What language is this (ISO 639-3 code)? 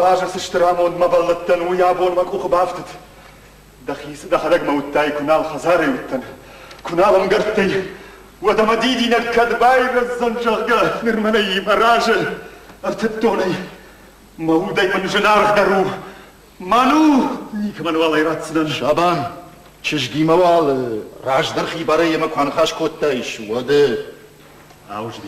oss